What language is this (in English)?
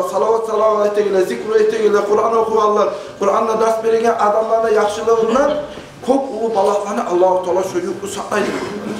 Kumyk